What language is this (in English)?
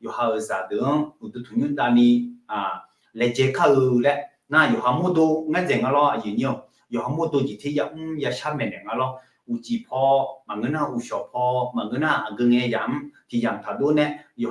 Akha